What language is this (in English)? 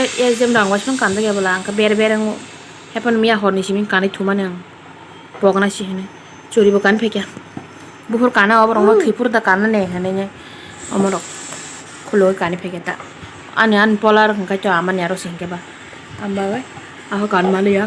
Kok Borok